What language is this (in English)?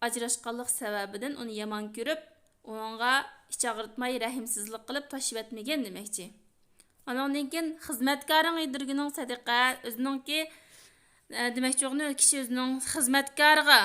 Uyghur